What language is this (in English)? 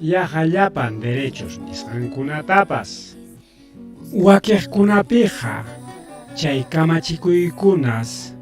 Ayacucho Quechua